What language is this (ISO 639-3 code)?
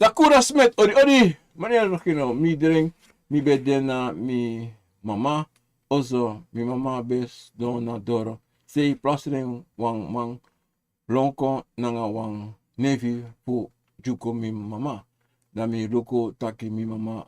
srn